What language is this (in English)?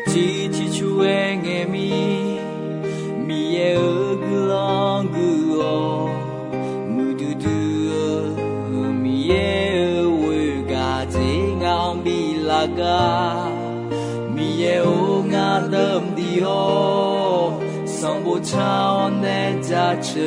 Akha